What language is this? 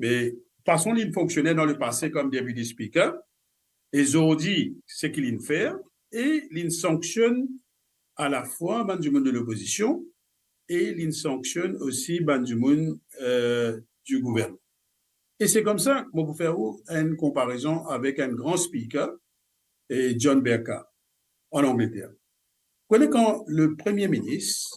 Morisyen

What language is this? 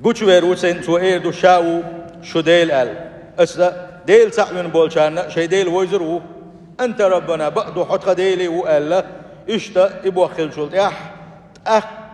Chechen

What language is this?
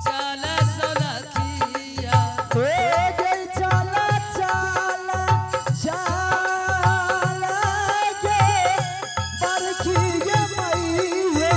Angika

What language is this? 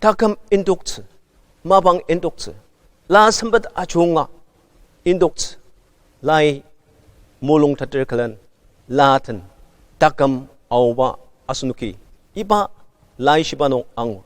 Ao Naga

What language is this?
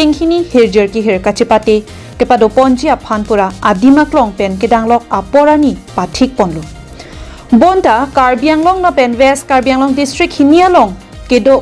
Karbi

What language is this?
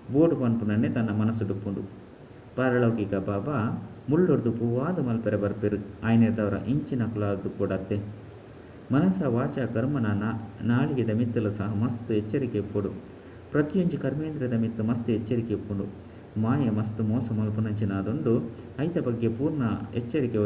Tulu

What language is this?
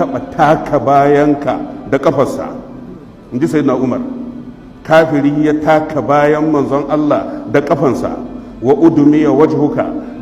Hausa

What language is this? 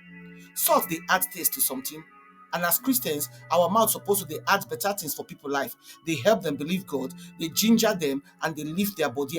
Nigerian Pidgin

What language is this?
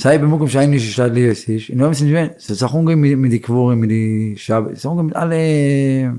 Yiddish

